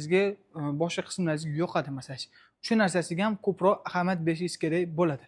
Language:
Uzbek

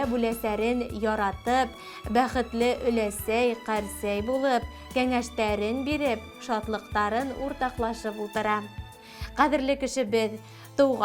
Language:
Bashkir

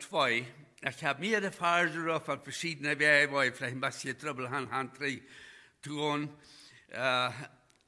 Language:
Plautdietsch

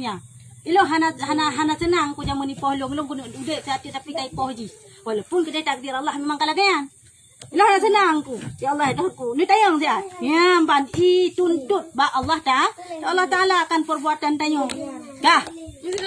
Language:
Achinese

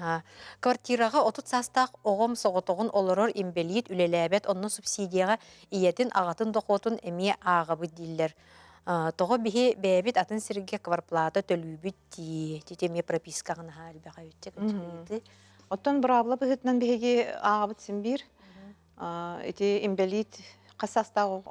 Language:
Yakut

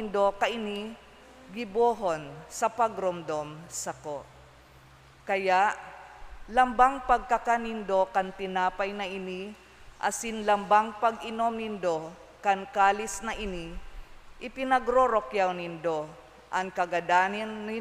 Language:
Bikol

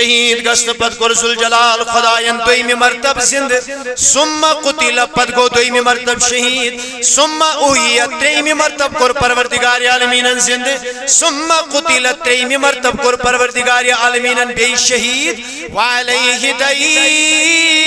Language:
Kashmiri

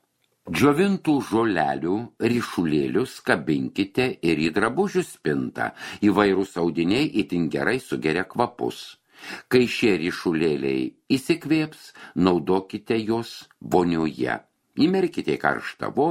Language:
Lithuanian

